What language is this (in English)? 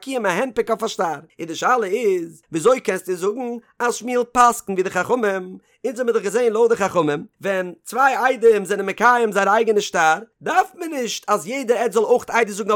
Yiddish